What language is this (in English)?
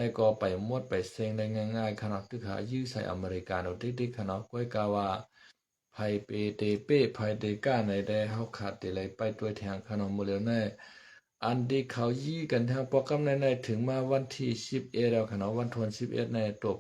Shan